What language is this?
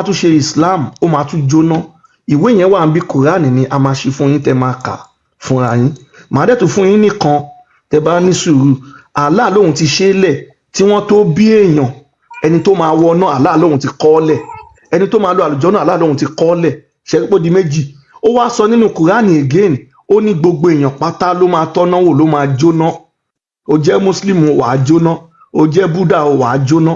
Yoruba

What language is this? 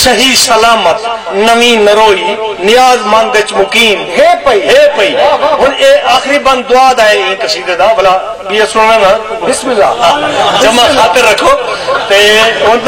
Saraiki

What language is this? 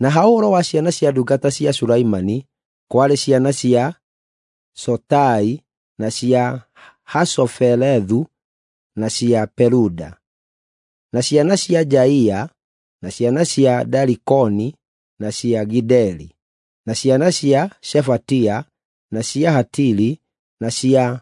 Kikuyu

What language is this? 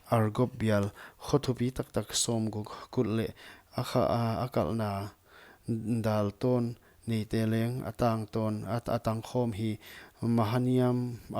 Paite Chin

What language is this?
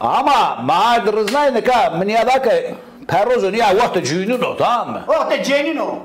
Zaza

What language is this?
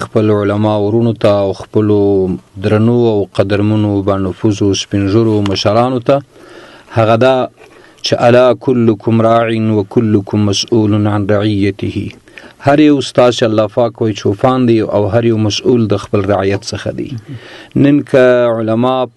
Pashto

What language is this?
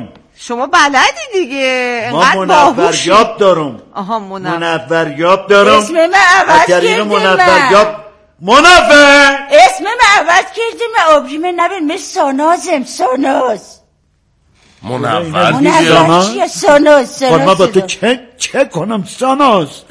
Persian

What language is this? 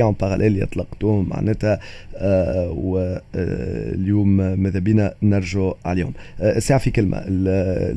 Tunisian Arabic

